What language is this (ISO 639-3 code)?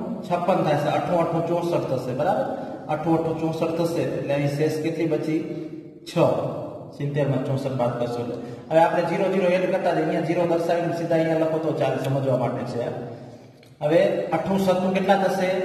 guj